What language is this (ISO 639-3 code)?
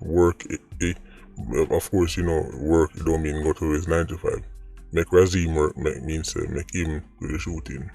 jam